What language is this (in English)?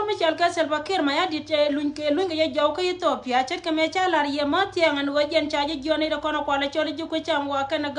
Nuer